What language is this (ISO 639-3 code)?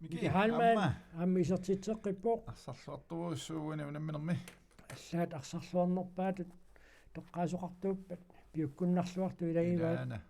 kal